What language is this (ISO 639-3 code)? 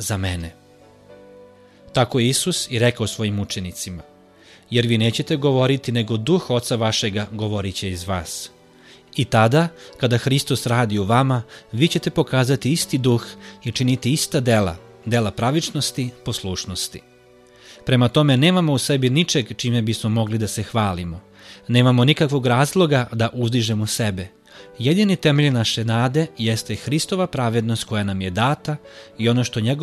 srp